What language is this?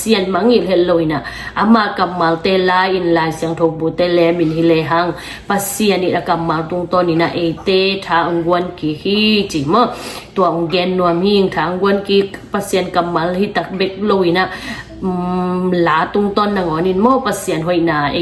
Tedim Chin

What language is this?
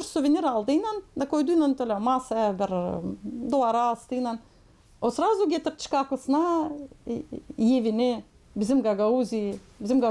Gagauz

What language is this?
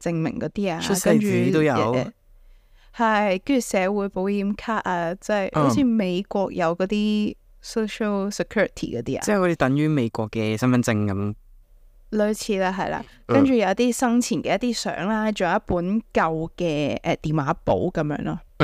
Cantonese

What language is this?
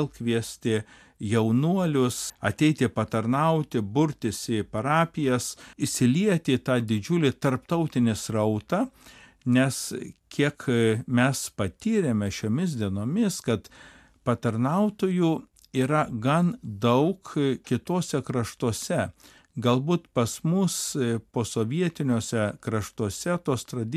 Lithuanian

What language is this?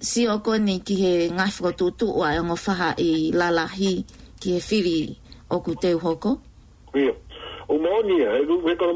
Tongan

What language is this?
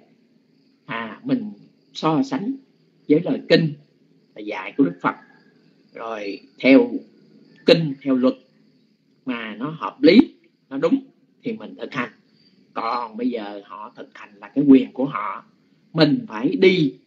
Vietnamese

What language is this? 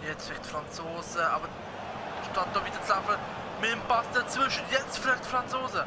Swiss German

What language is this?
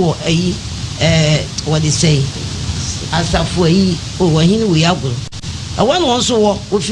Akan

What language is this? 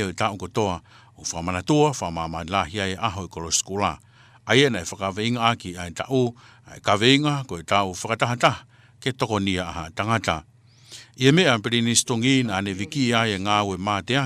Tongan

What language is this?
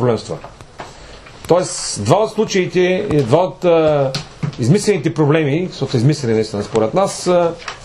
Bulgarian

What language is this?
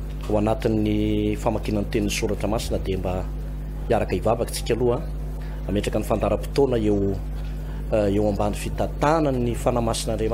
Malagasy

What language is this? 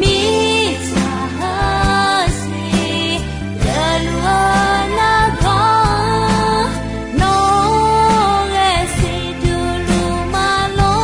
Akha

